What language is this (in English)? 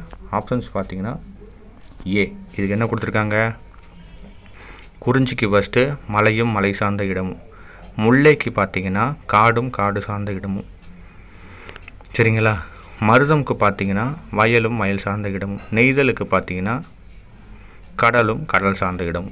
Tamil